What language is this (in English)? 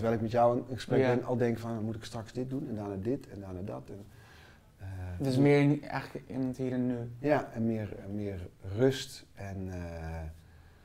Dutch